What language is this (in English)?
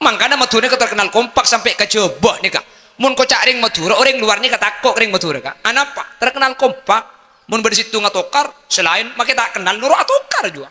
Madurese